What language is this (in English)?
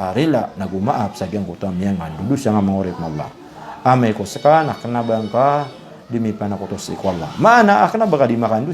Maranao